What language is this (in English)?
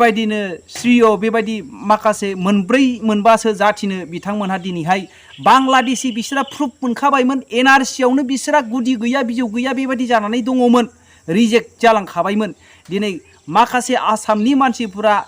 Bodo